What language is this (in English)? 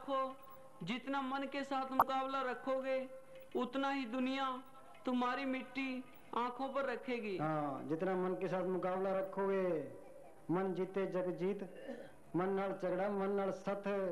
Hindi